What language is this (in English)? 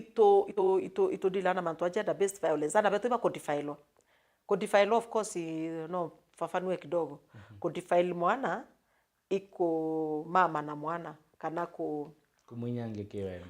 Meru